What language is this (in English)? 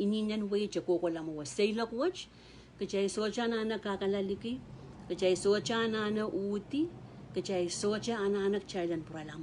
Pohnpeian